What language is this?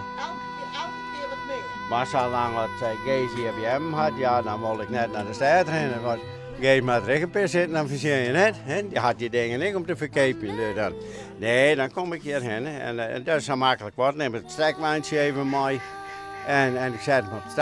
Western Frisian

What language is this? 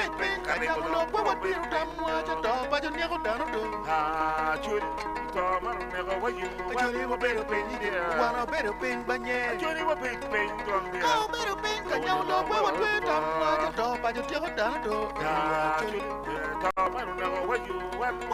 Acoli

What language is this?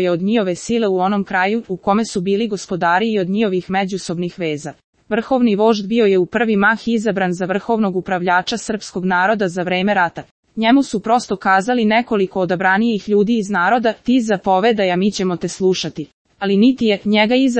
Serbian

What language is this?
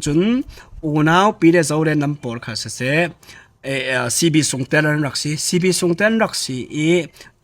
Falam Chin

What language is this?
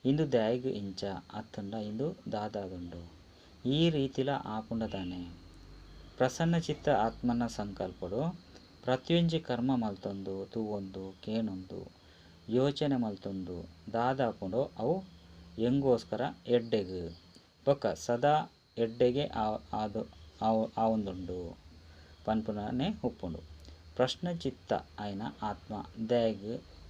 Tulu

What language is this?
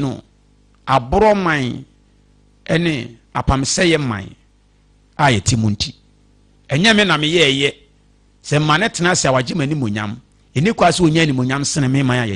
Akan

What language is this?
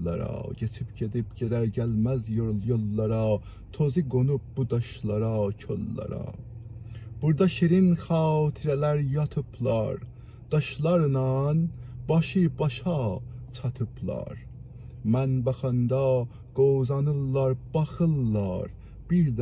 South Azerbaijani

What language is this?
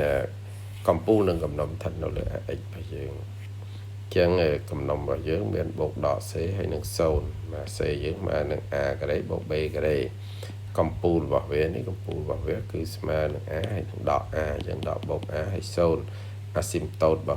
Khmer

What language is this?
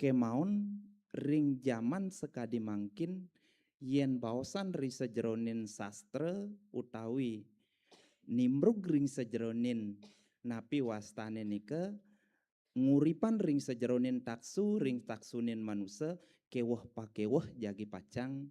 Balinese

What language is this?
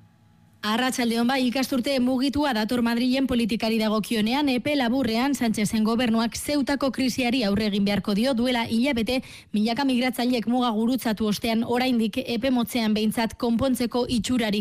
Basque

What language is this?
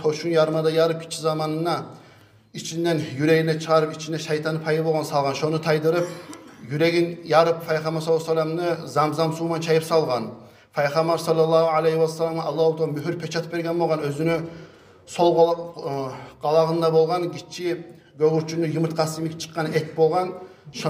Kumyk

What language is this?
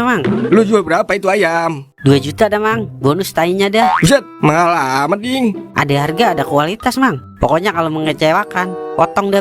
Betawi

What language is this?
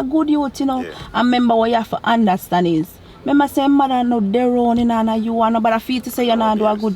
Jamaican Creole English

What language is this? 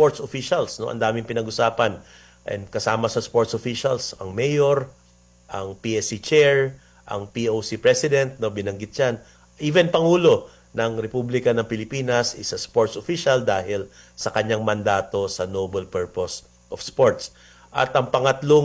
Filipino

